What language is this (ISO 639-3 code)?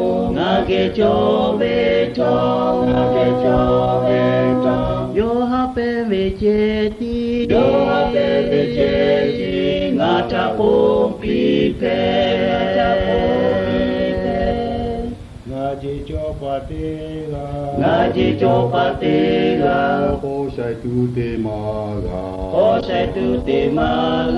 lhu